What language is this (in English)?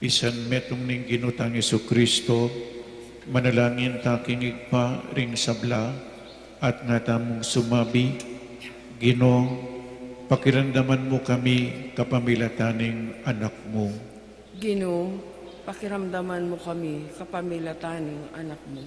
Pampanga